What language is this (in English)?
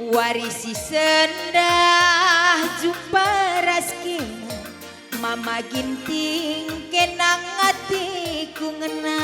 Batak Karo